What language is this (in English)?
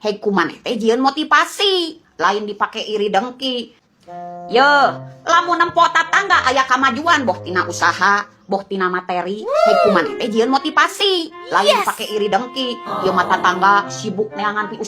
Sundanese